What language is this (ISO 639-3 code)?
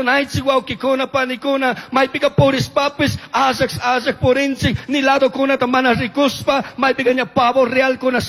qug